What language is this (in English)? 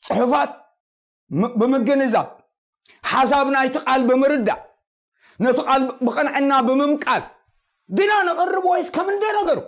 Tigrinya